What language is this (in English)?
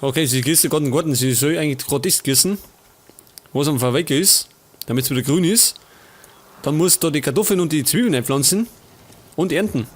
Bavarian